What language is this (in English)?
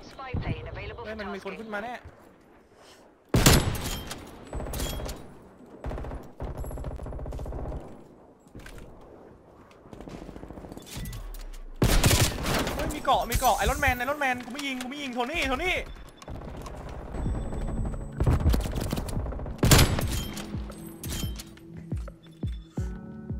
Thai